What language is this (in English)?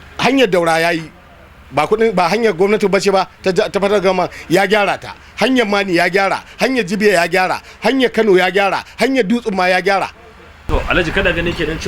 Hausa